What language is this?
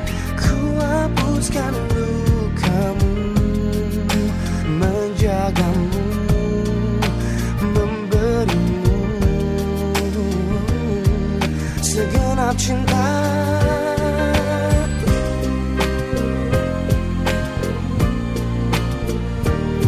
Indonesian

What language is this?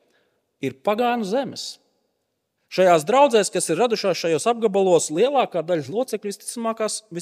Latvian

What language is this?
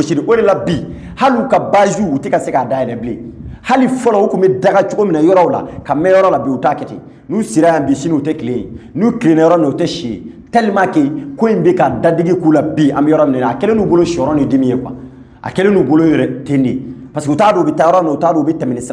Bambara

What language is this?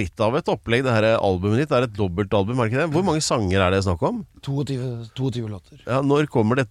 Norwegian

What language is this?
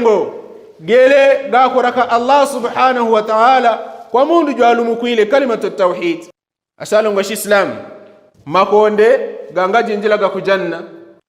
Yao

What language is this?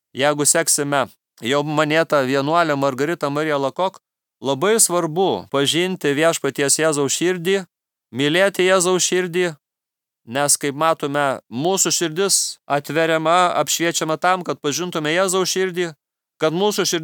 Lithuanian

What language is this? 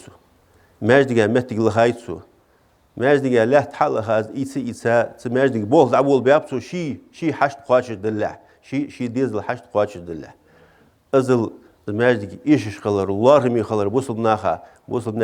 Ingush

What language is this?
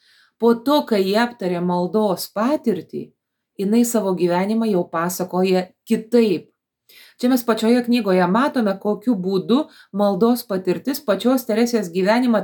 Lithuanian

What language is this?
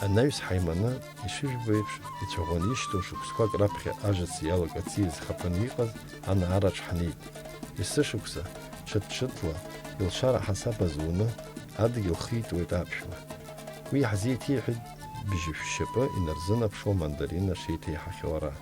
Abkhazian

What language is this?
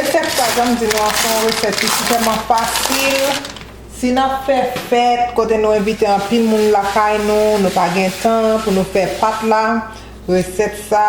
Haitian Creole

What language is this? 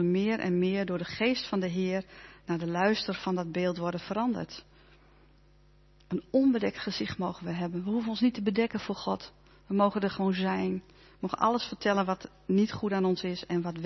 Dutch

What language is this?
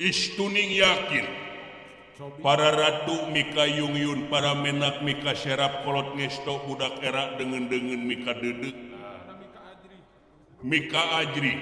Sundanese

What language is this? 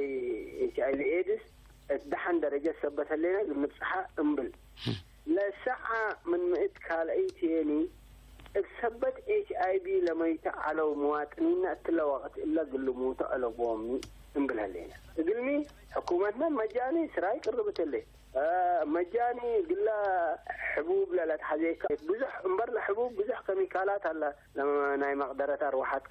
Tigre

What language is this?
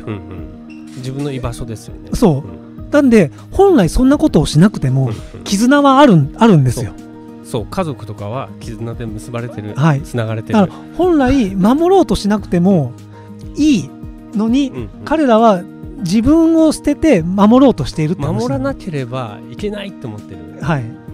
Japanese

